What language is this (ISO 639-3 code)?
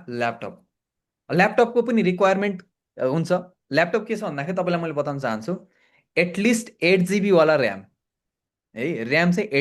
nep